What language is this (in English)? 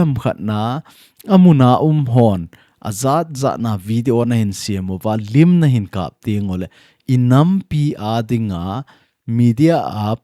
Thado Chin